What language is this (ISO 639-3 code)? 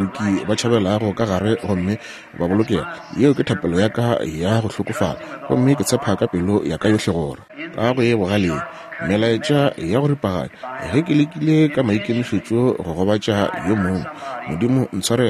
nso